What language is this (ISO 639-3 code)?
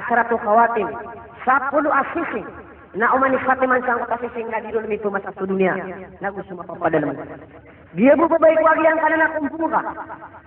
mrw